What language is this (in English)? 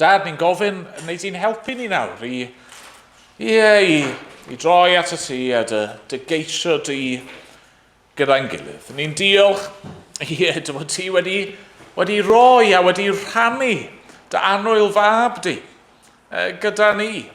Welsh